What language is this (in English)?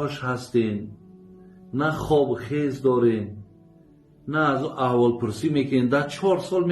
Tajik